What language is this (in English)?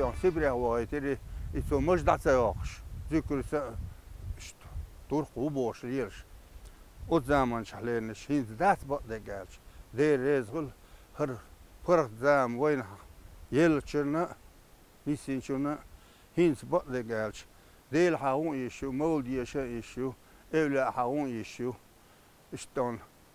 Chechen